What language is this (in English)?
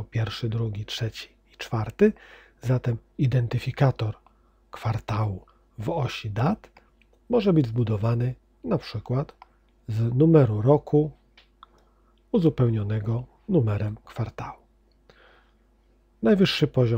Polish